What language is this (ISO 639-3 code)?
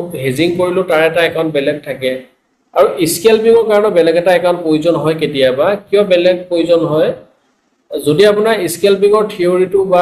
asm